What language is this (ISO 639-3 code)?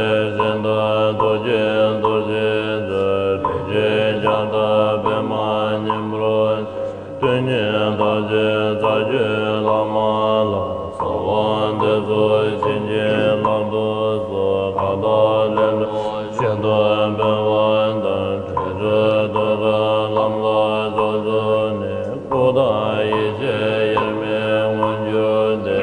bod